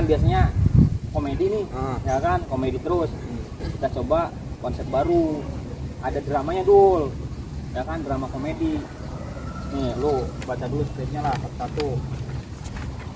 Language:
Betawi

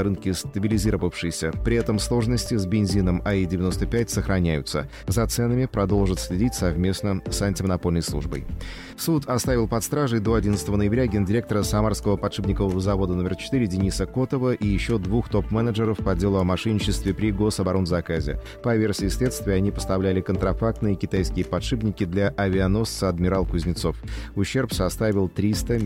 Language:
Russian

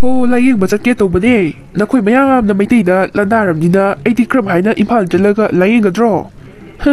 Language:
Manipuri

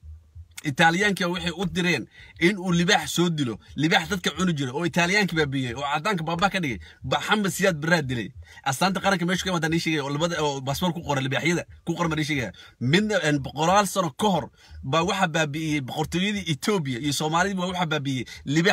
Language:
Somali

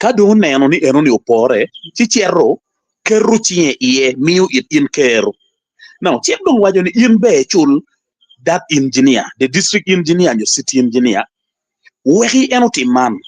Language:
Acoli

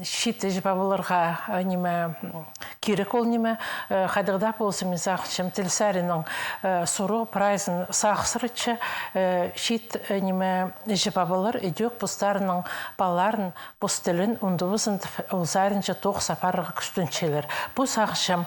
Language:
Khakas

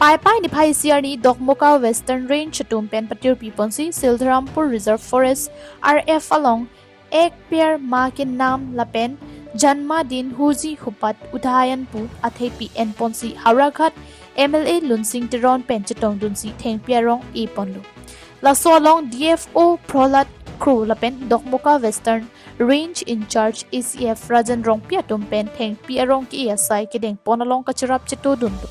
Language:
Karbi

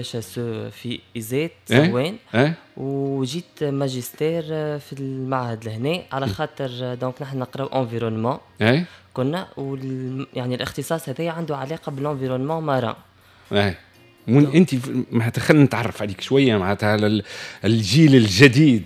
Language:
Tunisian Arabic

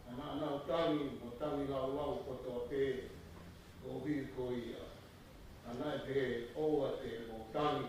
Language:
Tongan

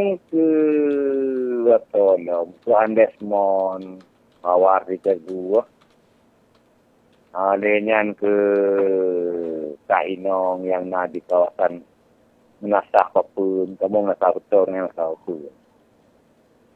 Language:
Malay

